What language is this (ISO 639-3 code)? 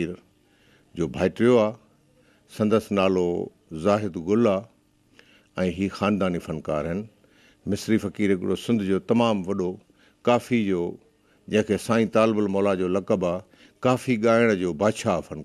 snd